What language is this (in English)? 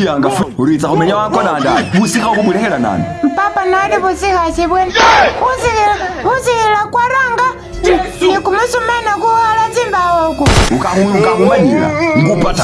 Masaaba